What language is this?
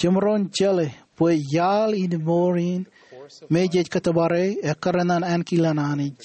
Marshallese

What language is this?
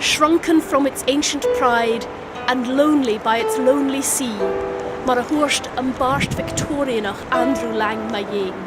Scottish Gaelic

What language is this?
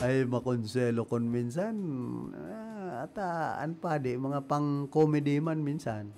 Bikol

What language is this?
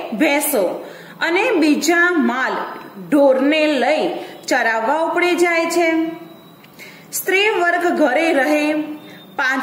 Gujarati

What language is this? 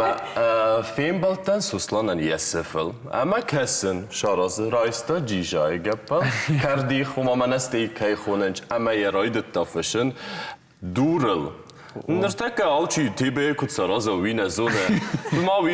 Ossetic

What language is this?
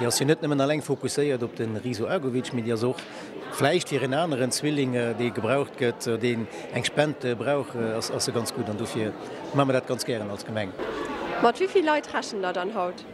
Luxembourgish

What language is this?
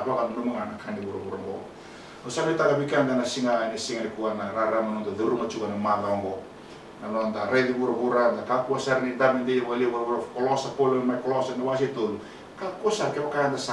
Fijian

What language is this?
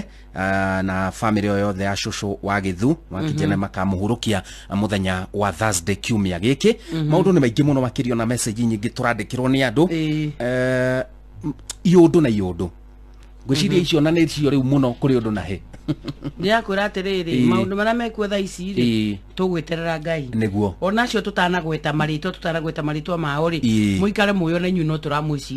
Kikuyu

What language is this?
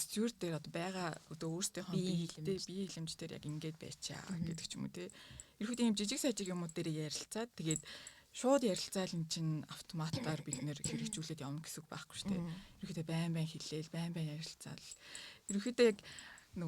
Mongolian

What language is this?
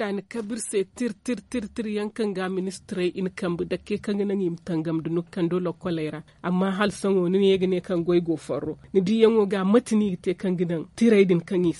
Zarma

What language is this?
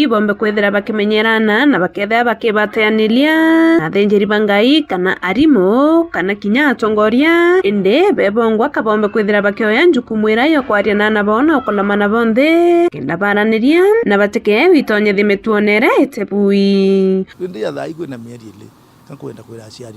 Meru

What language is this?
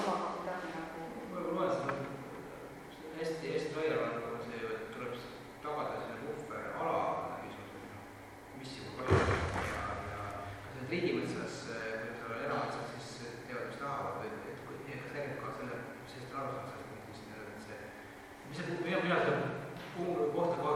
Estonian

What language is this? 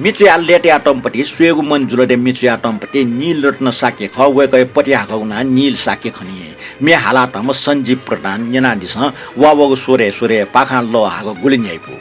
Newari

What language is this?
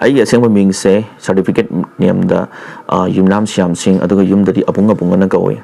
Manipuri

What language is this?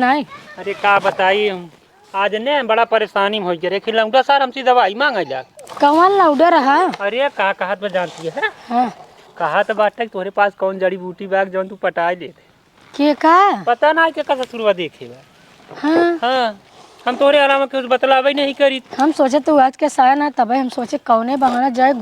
Awadhi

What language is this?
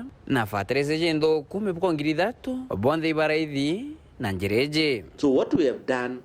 Meru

